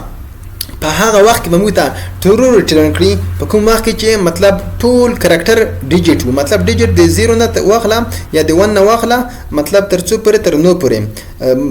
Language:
Pashto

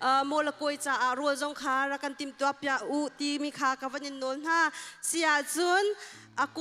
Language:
Hakha Chin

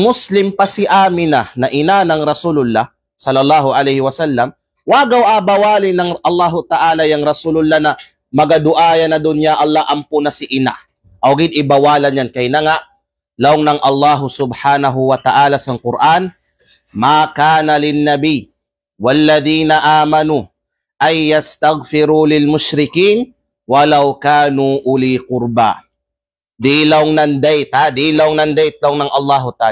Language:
Kalagan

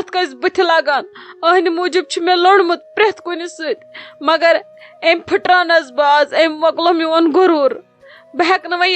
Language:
Kashmiri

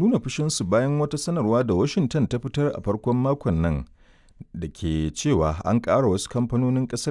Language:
Hausa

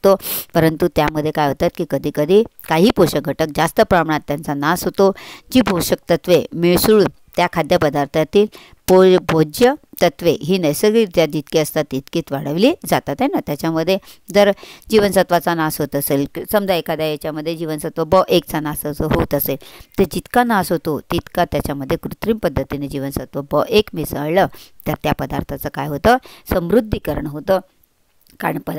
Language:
Marathi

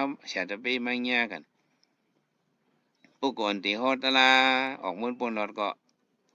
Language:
Shan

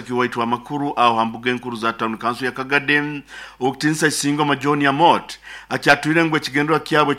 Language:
Nyoro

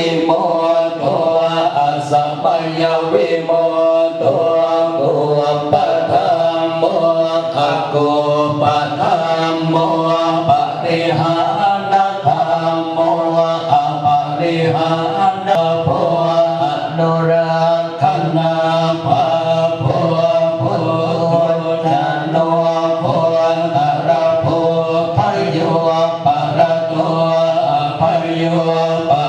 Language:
Pali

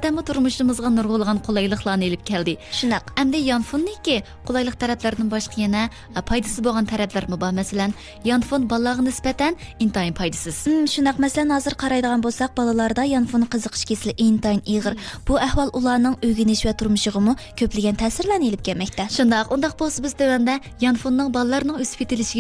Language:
Uyghur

